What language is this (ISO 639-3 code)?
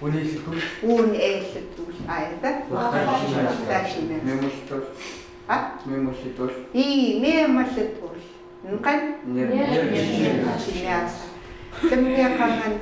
ckt